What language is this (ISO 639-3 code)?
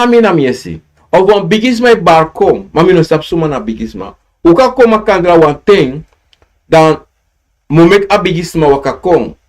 srn